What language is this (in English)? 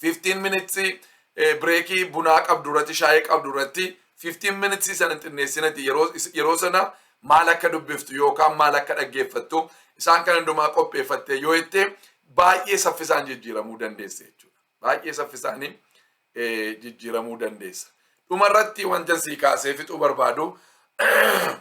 Oromo